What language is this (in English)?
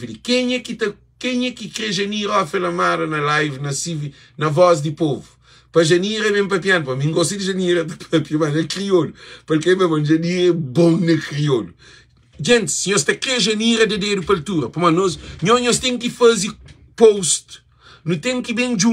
Kabuverdianu